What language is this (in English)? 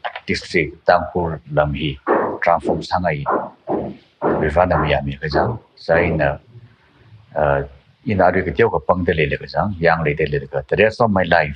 Tangkhul Naga (India)